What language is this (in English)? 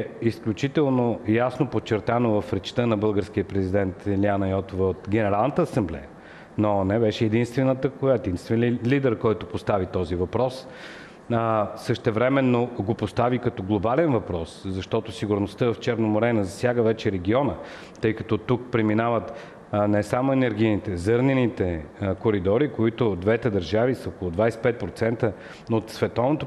Bulgarian